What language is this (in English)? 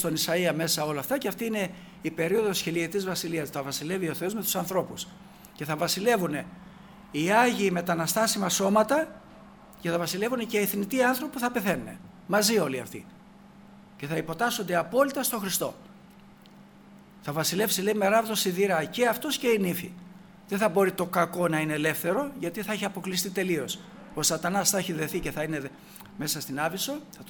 Greek